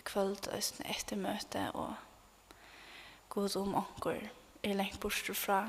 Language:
Faroese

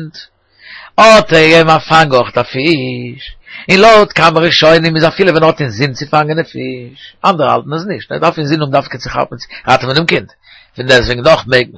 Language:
Yiddish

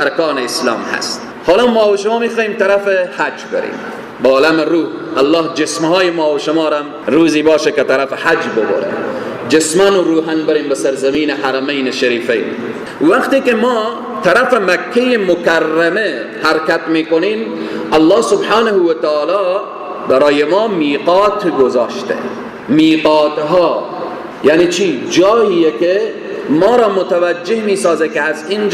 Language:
Persian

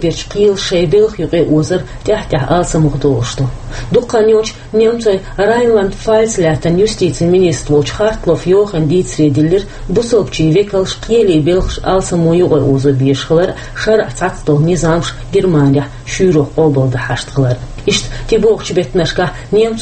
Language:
Chechen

